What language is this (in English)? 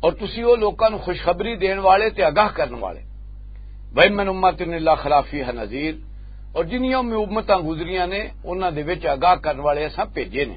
Western Panjabi